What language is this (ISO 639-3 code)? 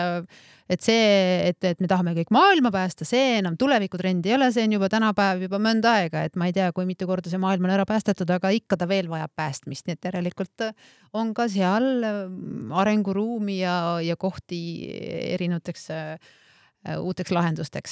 est